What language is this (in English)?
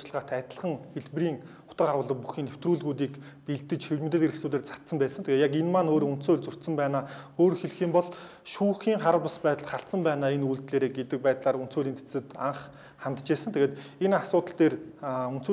Mongolian